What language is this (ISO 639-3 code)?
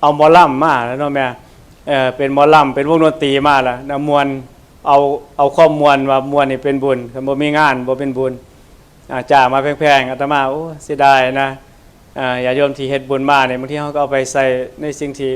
tts